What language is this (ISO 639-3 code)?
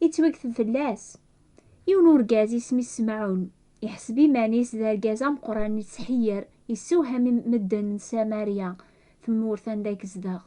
kab